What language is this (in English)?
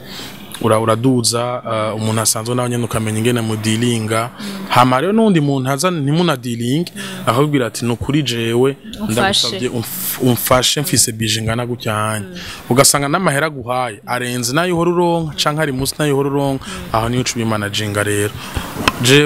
Rundi